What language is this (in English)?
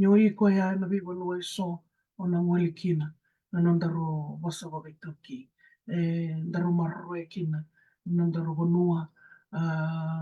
Fijian